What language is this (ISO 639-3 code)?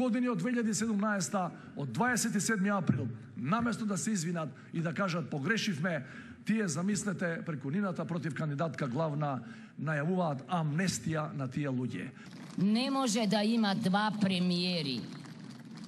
mkd